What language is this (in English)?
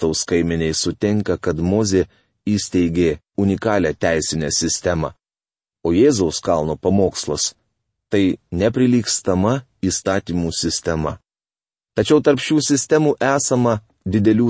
Lithuanian